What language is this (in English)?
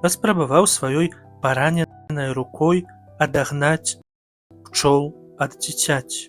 Belarusian